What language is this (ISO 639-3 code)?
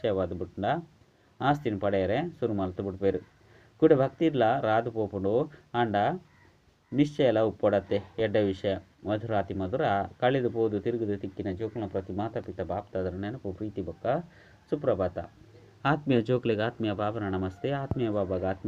tcy